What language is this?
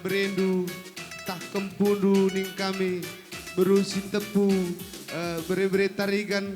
Batak Karo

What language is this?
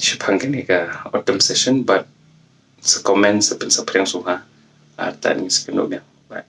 Khasi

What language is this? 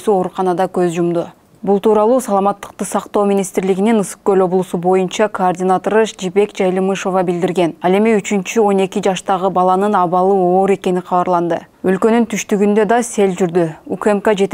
Kyrgyz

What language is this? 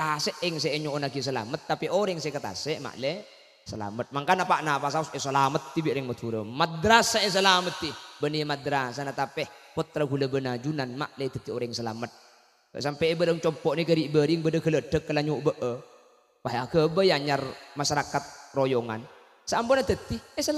Madurese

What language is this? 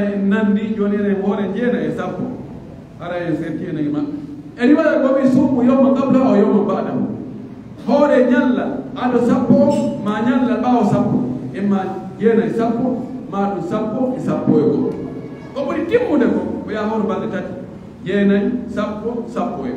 Pular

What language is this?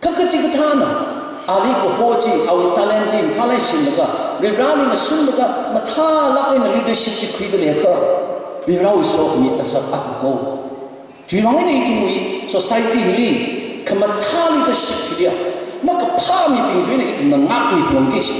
Tangkhul Naga (India)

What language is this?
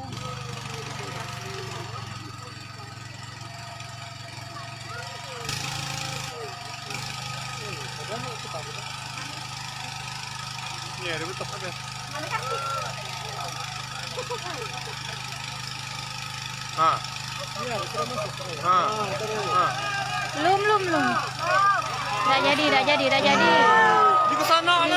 Malay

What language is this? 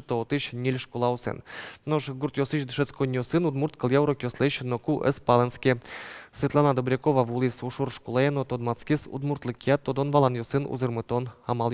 Udmurt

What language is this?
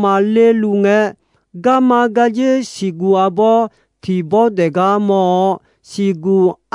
Akha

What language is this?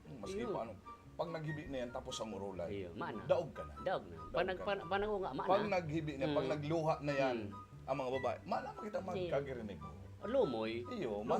Bikol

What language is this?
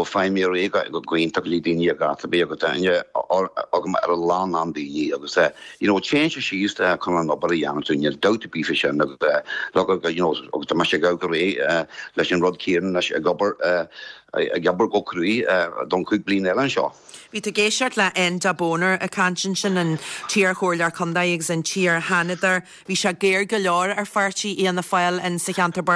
Irish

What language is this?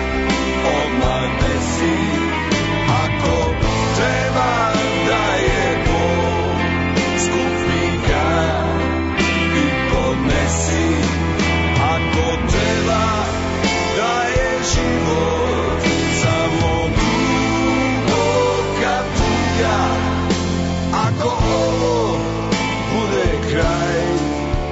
Serbian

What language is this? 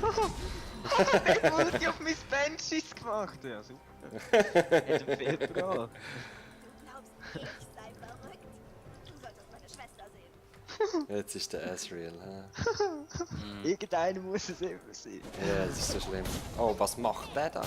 Swiss German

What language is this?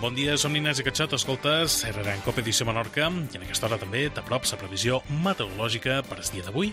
Catalan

